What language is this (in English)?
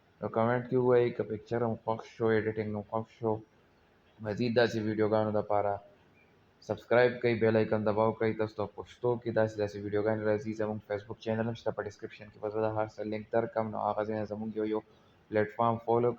Pashto